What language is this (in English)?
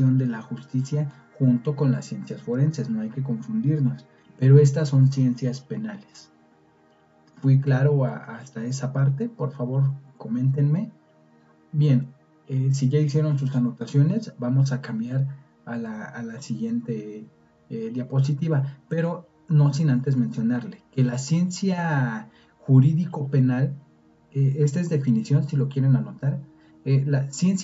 Spanish